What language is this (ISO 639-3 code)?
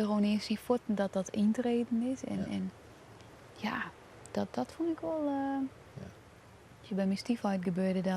fry